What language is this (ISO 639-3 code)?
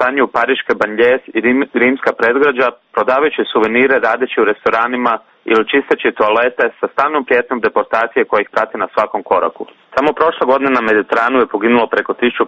hrv